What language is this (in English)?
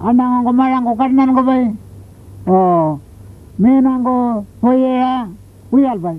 Pitjantjatjara